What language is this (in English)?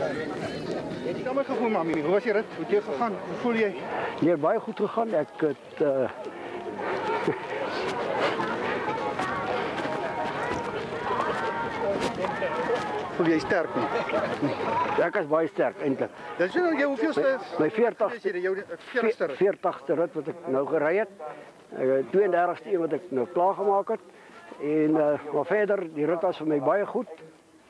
Afrikaans